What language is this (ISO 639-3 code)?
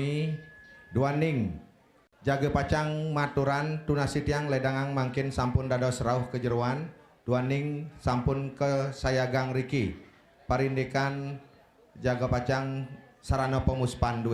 ban